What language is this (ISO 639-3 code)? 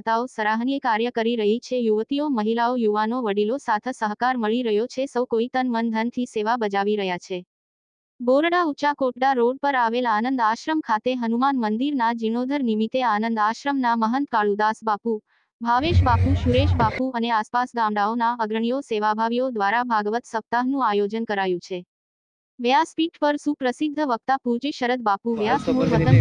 guj